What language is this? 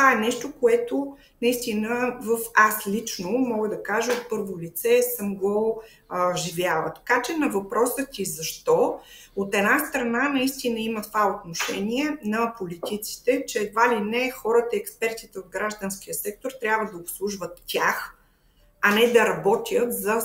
Bulgarian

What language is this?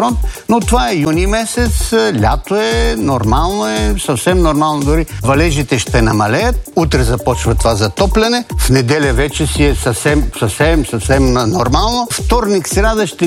Bulgarian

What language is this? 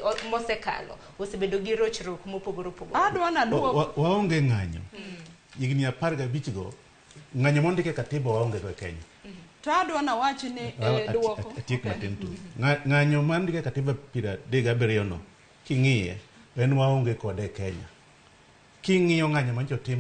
Luo (Kenya and Tanzania)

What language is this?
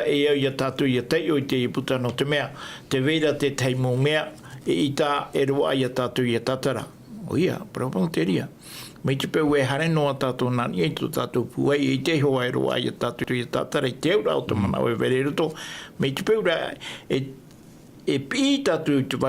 Tahitian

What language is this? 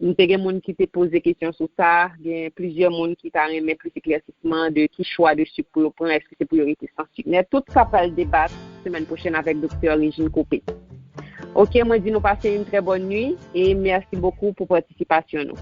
Haitian Creole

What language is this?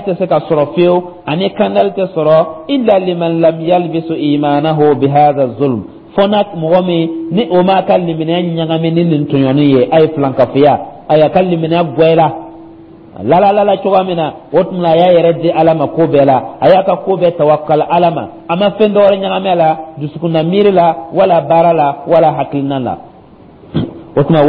Dyula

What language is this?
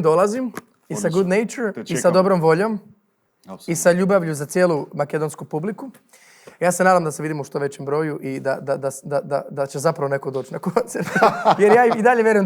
Macedonian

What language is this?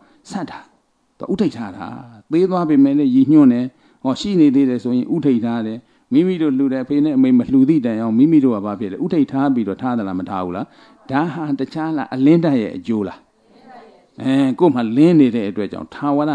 Burmese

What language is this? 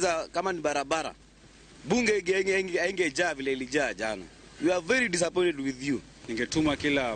Luo (Kenya and Tanzania)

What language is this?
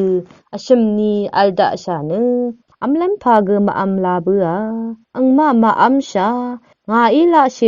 Rawang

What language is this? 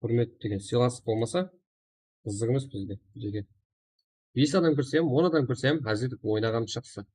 Kara-Kalpak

